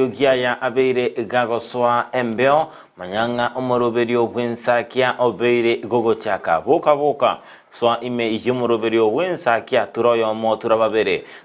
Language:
Gusii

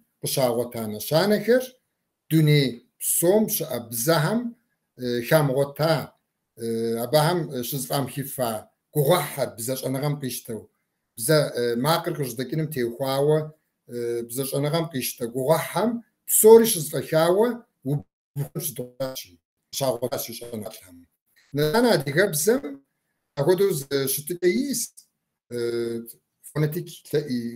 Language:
Kabardian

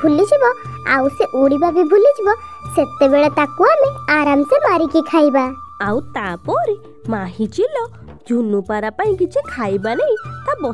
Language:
Odia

